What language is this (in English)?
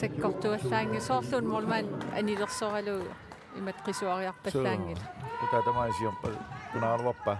Kalaallisut